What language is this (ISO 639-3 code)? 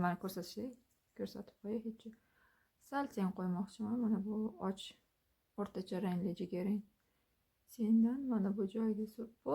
uzb